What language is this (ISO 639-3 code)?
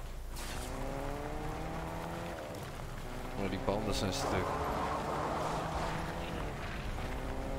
nld